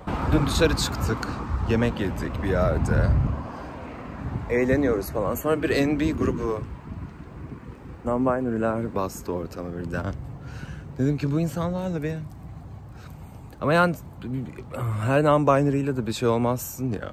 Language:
Turkish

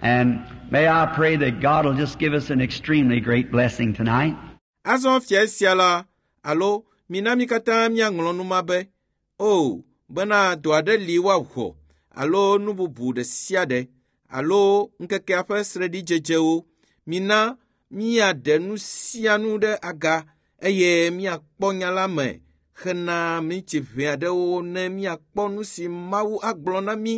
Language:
Ewe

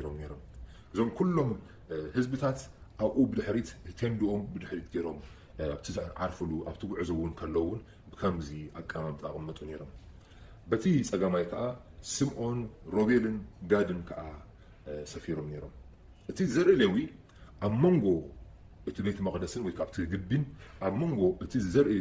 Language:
Tigrinya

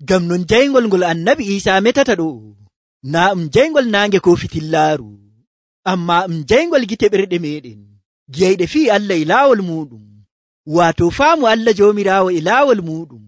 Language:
Nigerian Fulfulde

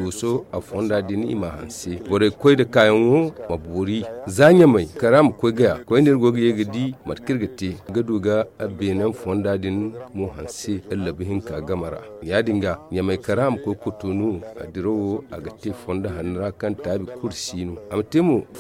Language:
Zarma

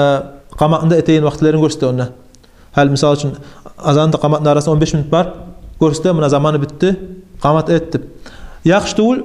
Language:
Kumyk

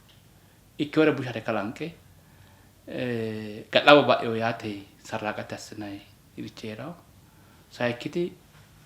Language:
Sidamo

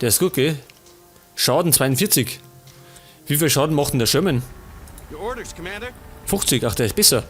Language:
Bavarian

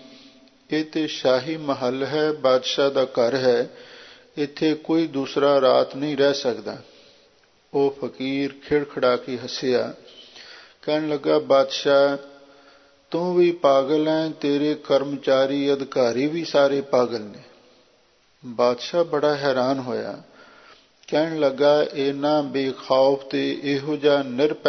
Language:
Punjabi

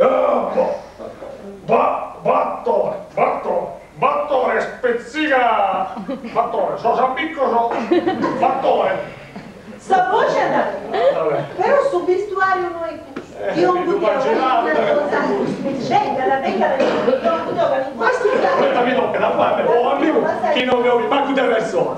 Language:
Sardinian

